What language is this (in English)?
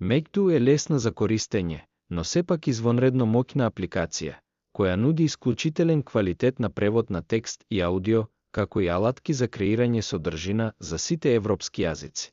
Macedonian